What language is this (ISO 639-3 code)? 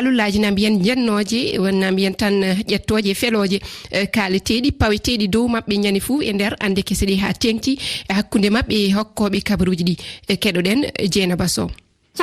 ful